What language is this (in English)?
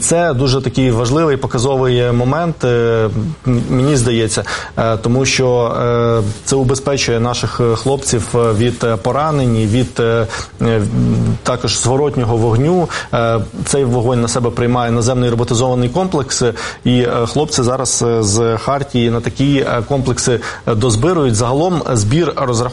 Ukrainian